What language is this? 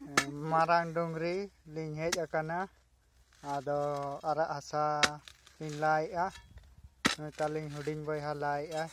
Santali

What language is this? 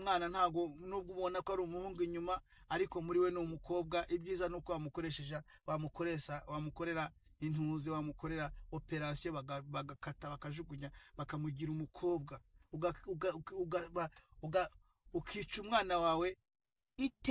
Kinyarwanda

